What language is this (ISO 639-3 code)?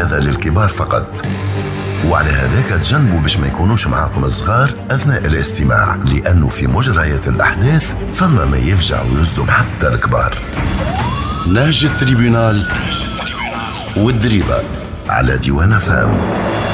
aeb